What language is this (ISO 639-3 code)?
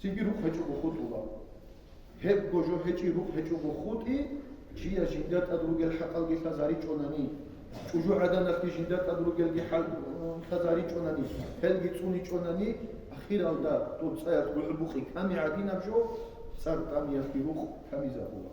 ava